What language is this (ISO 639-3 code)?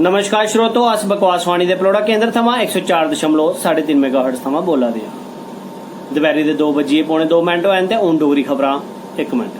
doi